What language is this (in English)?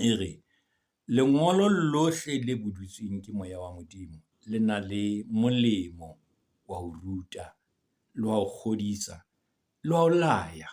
Southern Sotho